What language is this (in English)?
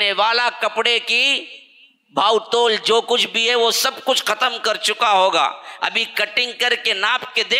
Urdu